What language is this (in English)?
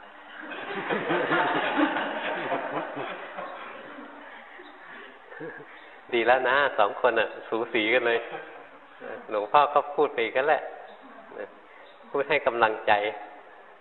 Thai